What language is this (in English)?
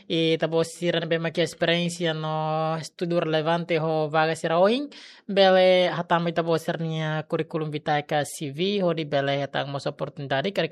Tetum